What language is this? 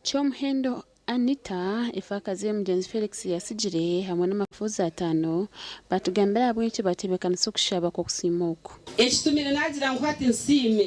Nyankole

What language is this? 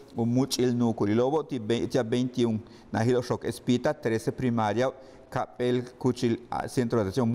Yucateco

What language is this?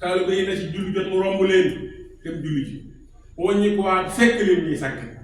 Wolof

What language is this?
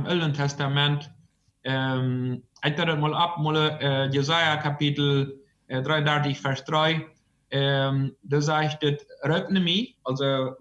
Plautdietsch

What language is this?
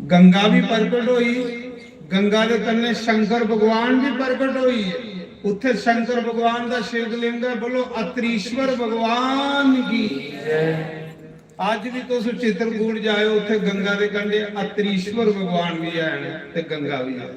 Dogri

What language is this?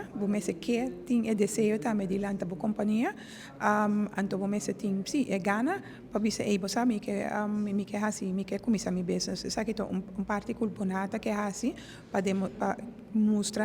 Papiamento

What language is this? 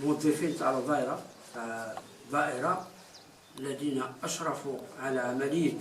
Algerian Arabic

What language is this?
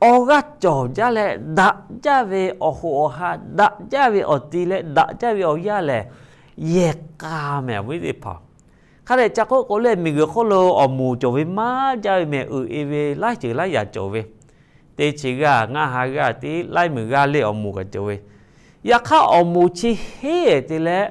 Lahu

